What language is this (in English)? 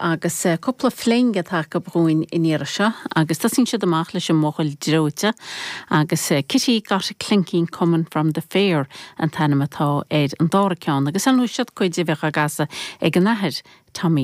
Irish